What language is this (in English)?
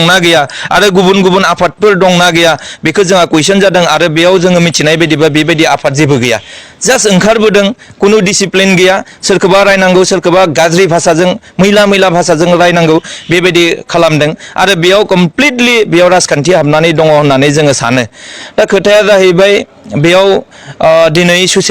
Bodo